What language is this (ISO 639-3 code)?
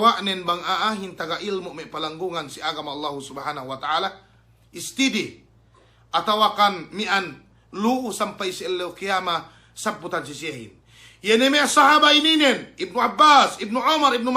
yka